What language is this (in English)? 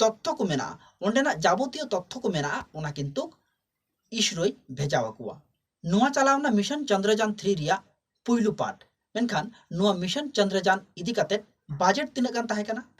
Santali